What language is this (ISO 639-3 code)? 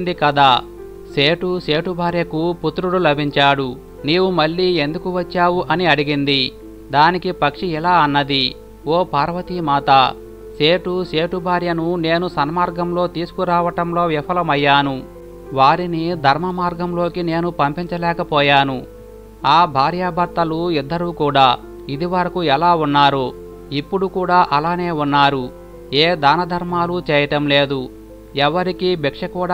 tel